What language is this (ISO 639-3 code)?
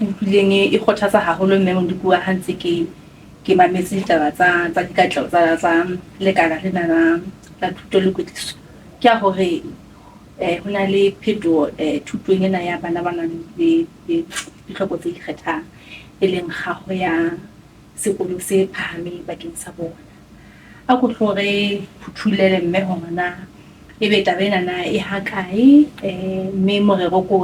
sot